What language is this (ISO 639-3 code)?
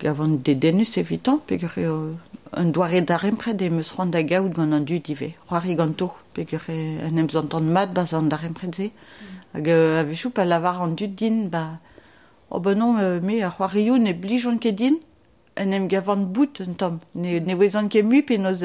bre